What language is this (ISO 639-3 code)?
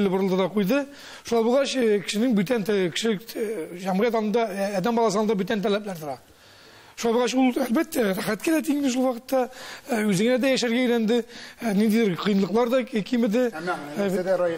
tat